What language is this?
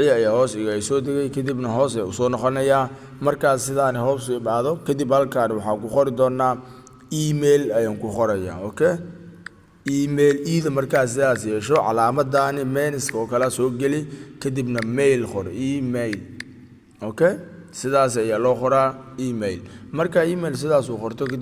Somali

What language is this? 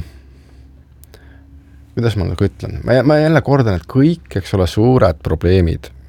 Estonian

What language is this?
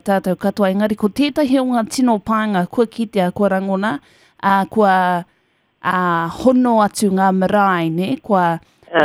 Māori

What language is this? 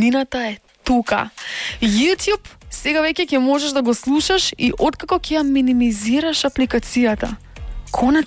Macedonian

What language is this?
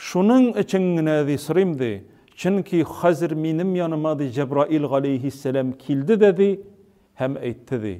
Tatar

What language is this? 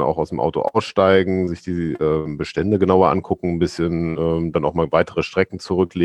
German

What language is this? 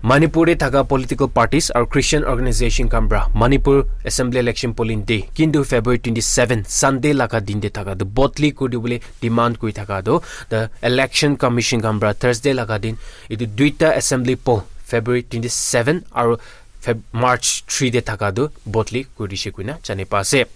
Naga Pidgin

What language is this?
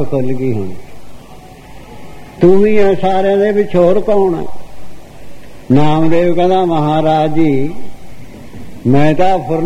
Punjabi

